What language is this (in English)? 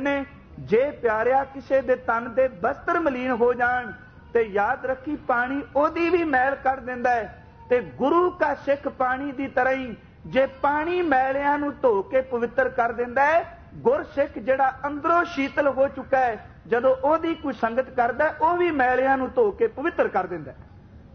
Punjabi